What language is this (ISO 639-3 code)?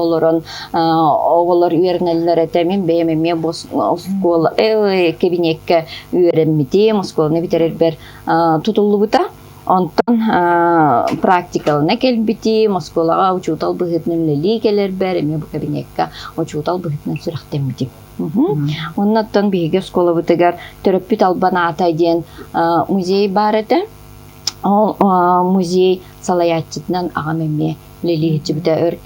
sah